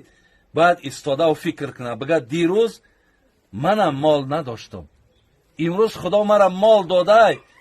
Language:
Tajik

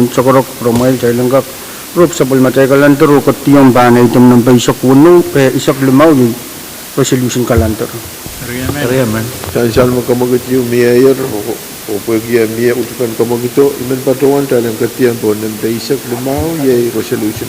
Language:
Pohnpeian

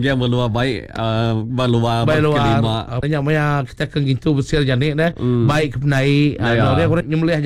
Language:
Malay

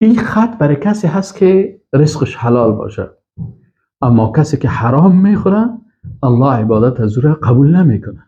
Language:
Persian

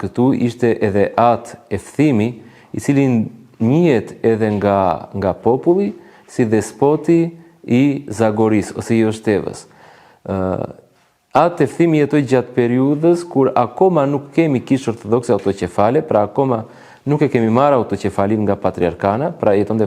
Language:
Albanian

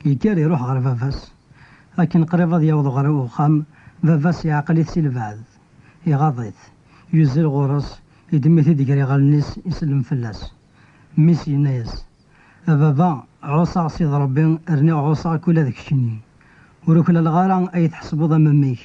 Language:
Kabyle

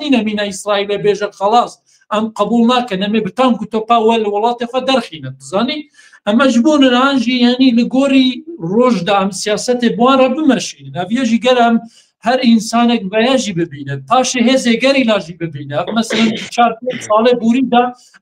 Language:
Kurdish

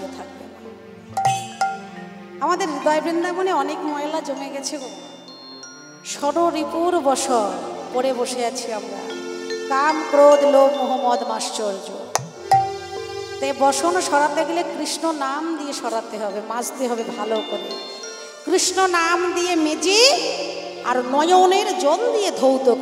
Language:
Bangla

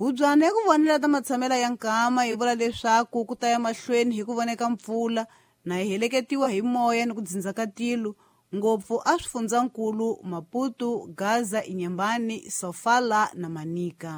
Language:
Tsonga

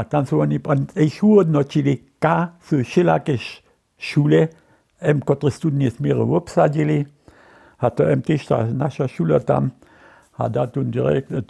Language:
Upper Sorbian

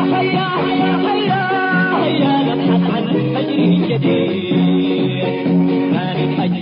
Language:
Tigre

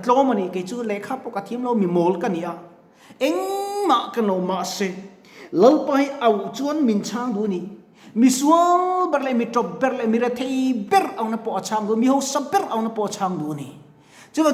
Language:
Mizo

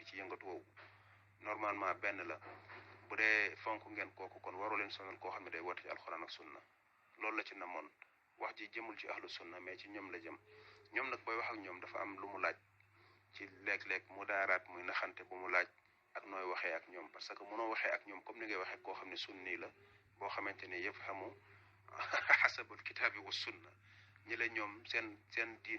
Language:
Wolof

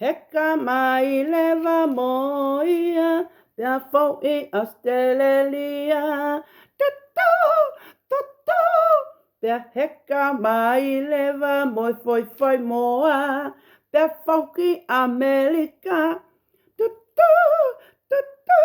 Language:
Tongan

